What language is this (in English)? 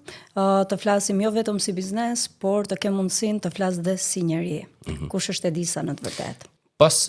Albanian